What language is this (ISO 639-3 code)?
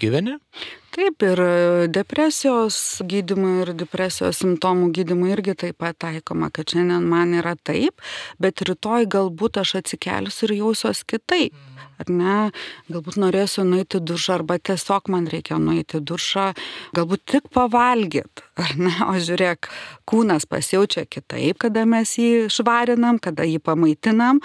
lit